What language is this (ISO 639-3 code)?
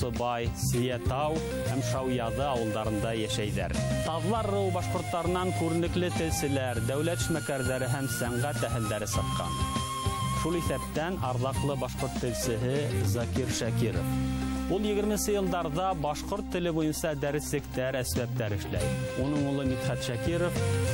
bak